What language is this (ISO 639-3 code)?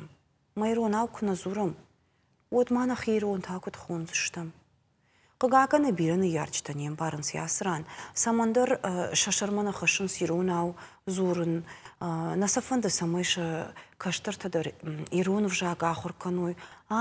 oss